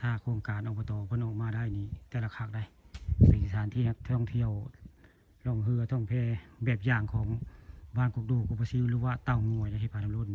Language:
Northeastern Thai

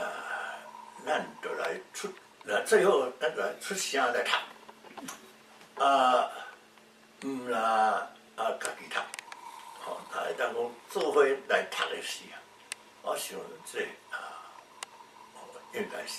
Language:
Min Nan Chinese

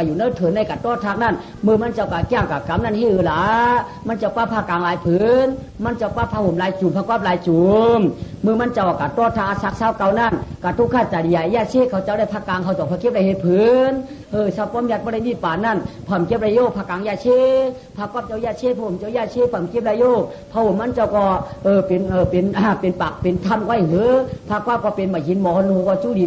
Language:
Shan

